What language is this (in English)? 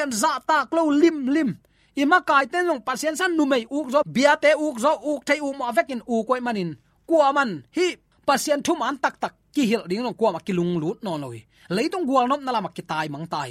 Tedim Chin